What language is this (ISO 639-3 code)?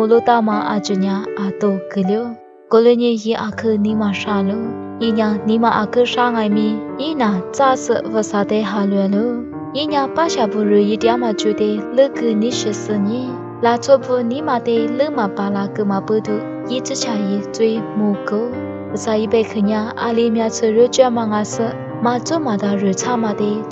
lis